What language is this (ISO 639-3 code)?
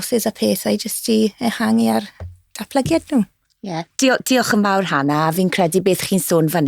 cym